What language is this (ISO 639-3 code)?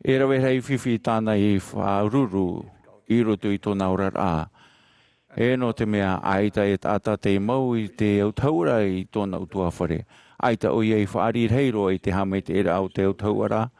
tah